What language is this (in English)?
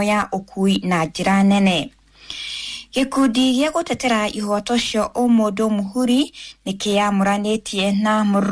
Kikuyu